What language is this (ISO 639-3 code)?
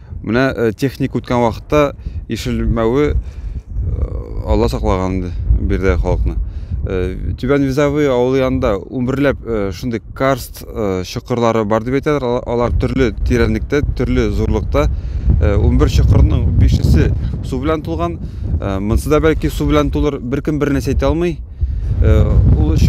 tat